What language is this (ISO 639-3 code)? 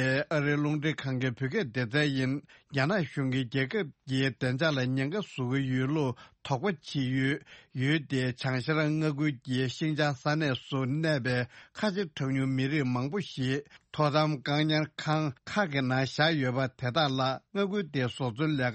bod